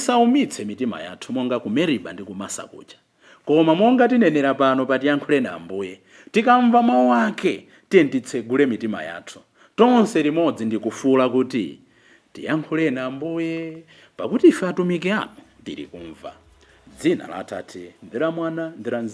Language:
Nyanja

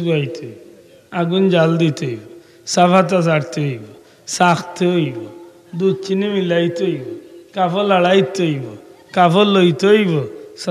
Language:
Sylheti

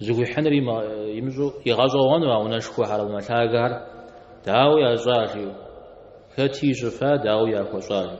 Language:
Kabardian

